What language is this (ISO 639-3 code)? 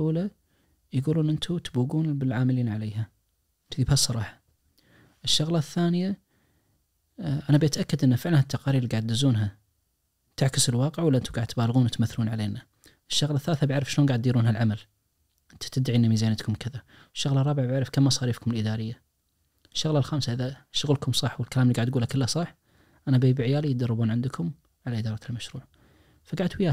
ars